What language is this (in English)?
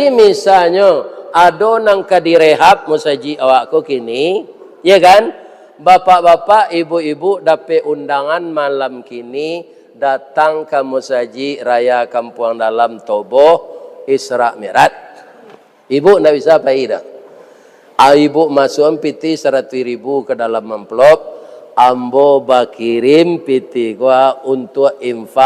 Minangkabau